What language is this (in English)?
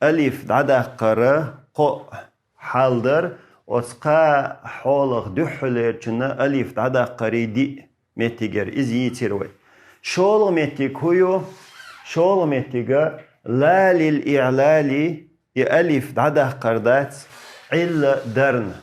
Chechen